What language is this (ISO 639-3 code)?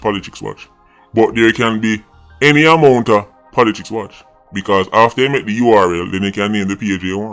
jam